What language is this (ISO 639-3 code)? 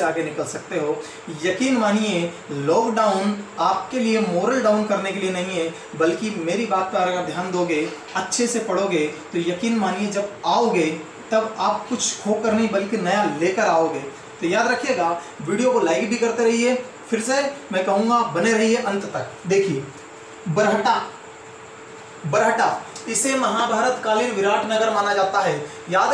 hin